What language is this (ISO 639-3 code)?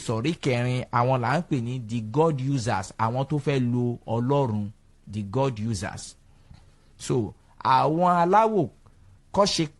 yor